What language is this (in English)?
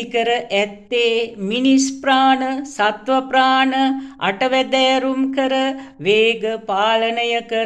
Sinhala